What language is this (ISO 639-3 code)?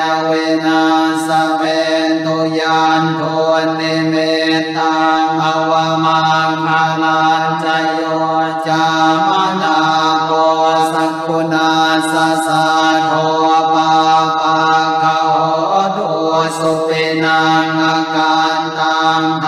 pli